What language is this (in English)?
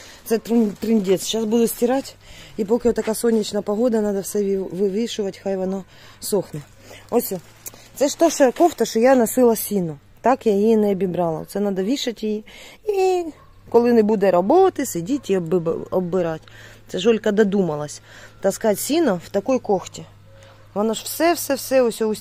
Ukrainian